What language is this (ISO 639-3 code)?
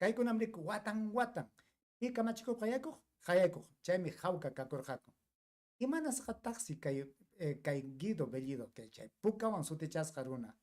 quy